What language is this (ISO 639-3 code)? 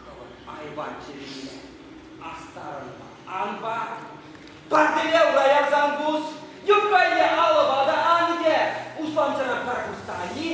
chv